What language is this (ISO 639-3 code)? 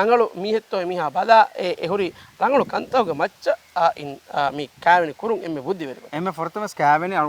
div